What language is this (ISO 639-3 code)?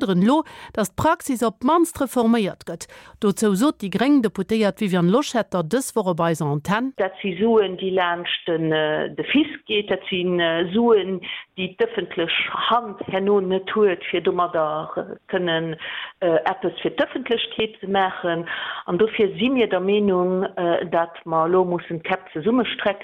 ltz